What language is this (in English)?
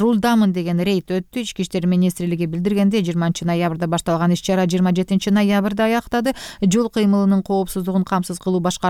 Kyrgyz